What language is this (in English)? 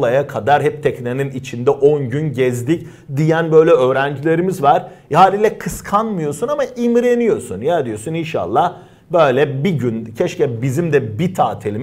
Turkish